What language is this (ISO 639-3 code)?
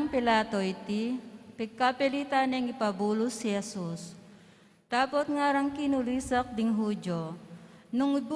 pam